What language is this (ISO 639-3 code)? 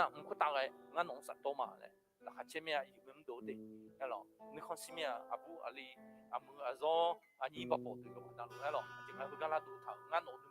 ahk